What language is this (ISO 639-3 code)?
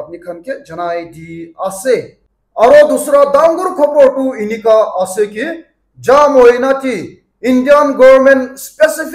nag